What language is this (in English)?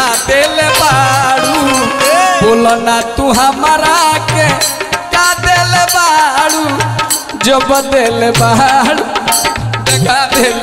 Bhojpuri